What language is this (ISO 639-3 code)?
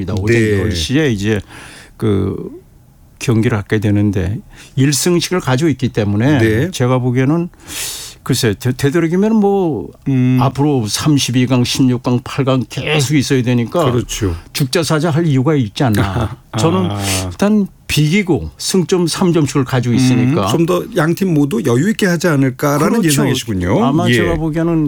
kor